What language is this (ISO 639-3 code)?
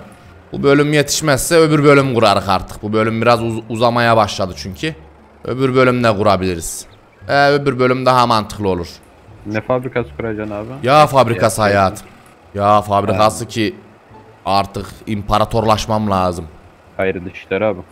tur